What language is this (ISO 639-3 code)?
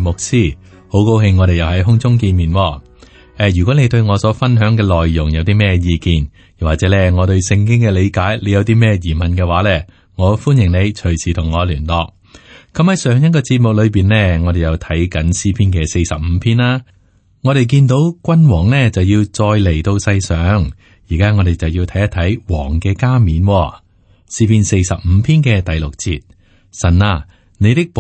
yue